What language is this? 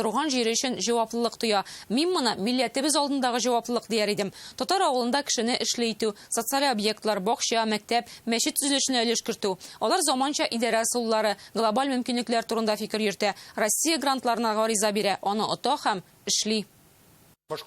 Tatar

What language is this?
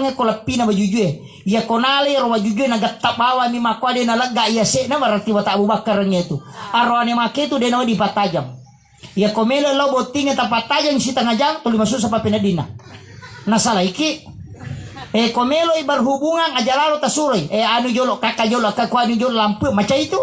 Buginese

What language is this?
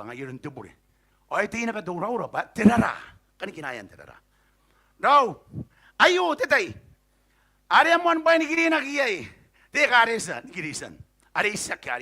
Gilbertese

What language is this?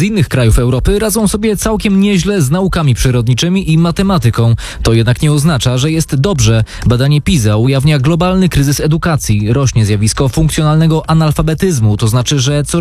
Polish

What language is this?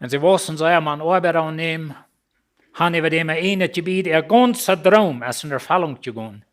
Plautdietsch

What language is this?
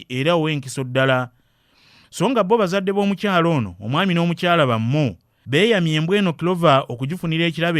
Ganda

